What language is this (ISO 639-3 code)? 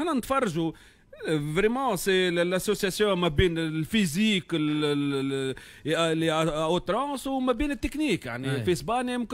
aeb